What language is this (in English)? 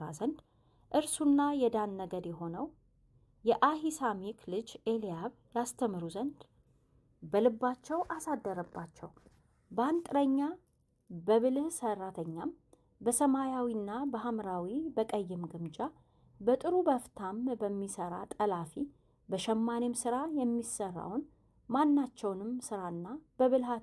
Amharic